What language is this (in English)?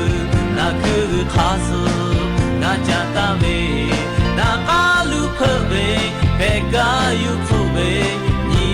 Lahu